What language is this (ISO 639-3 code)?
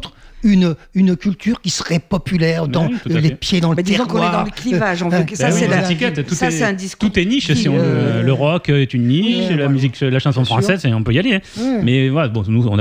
fra